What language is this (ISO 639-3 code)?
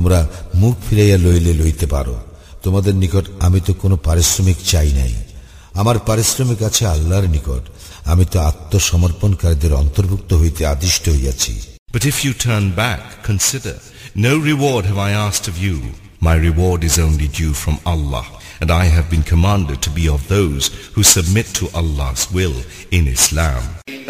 ben